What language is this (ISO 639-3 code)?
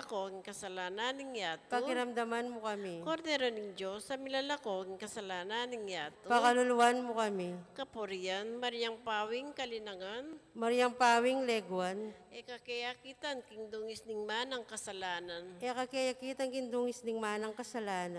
pam